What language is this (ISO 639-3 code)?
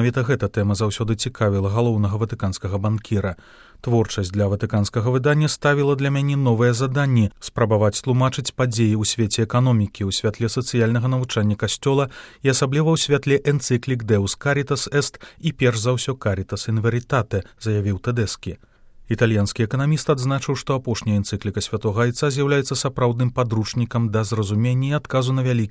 bel